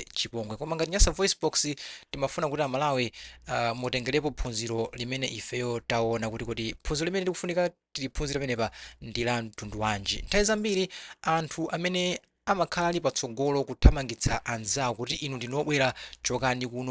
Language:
Nyanja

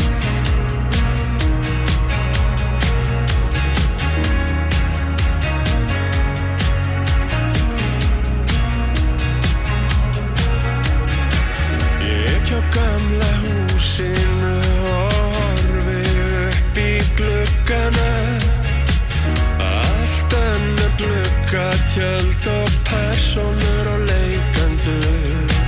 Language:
Icelandic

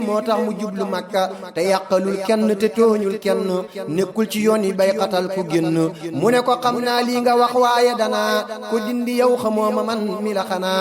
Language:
Wolof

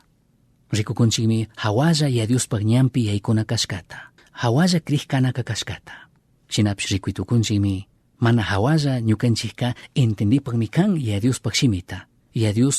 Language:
Chimborazo Highland Quichua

